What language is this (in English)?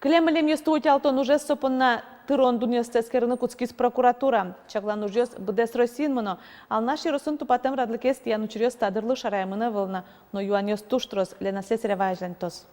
Udmurt